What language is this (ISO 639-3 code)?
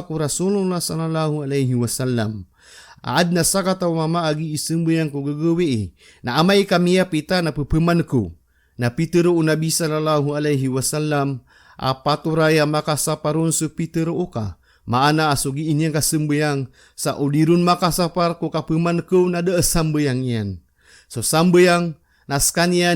mrw